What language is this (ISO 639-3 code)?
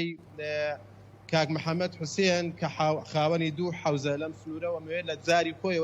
ckb